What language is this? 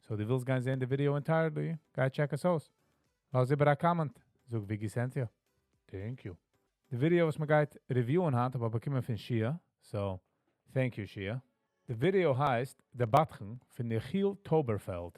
Yiddish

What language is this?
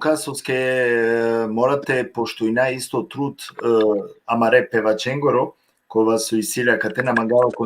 Balkan Romani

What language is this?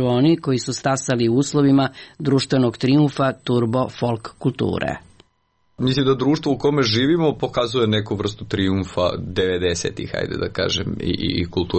Serbian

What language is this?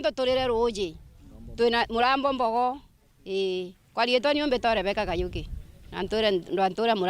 Meru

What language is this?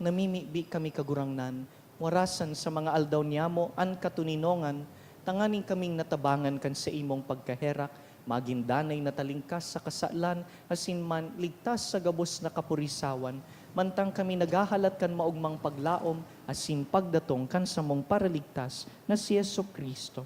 Bikol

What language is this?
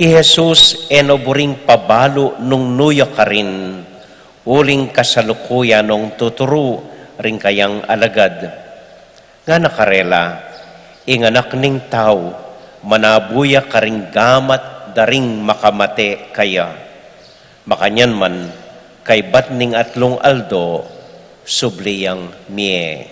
Pampanga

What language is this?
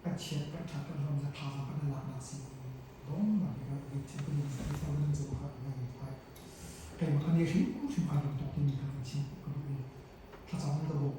Hakha Chin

